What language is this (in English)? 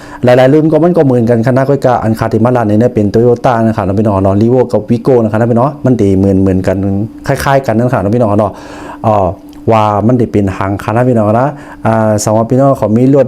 Shan